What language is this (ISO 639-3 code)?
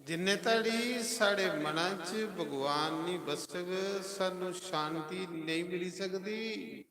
doi